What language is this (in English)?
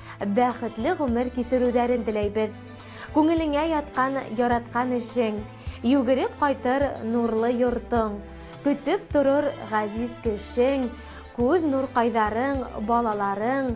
Bashkir